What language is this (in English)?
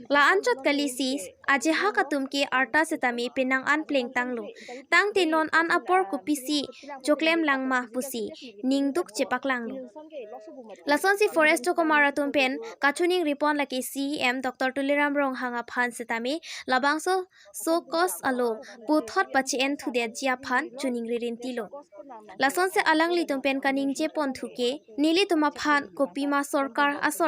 Karbi